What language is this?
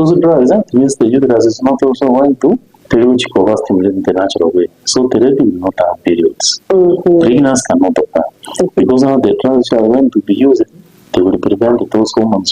Gusii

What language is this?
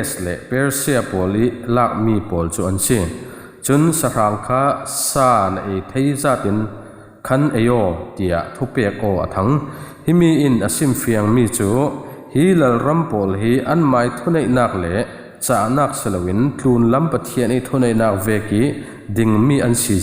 Falam Chin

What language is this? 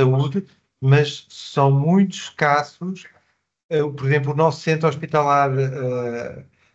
Portuguese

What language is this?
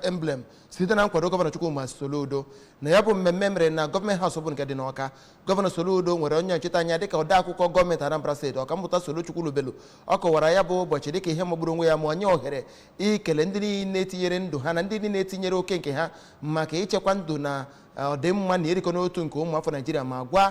Igbo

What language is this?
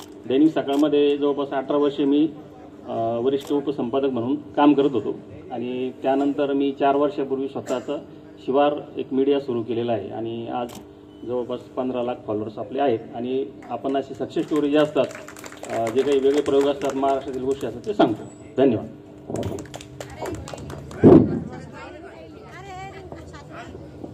Marathi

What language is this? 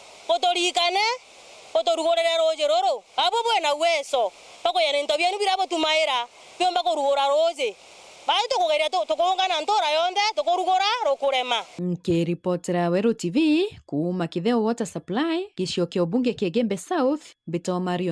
Meru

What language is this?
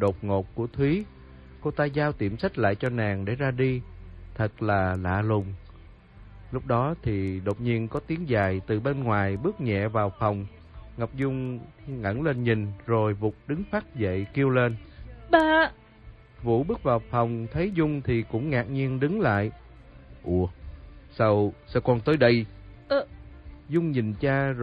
Vietnamese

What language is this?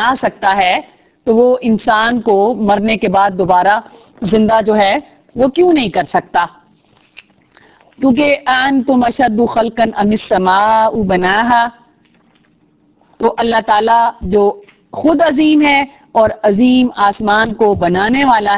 Urdu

